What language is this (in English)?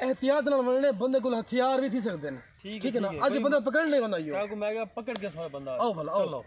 Saraiki